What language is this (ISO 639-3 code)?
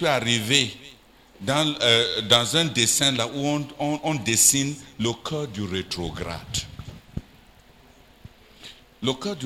fra